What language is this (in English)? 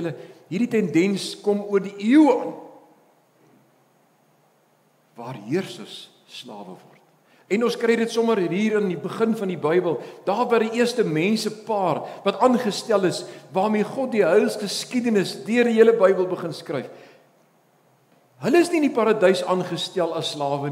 Afrikaans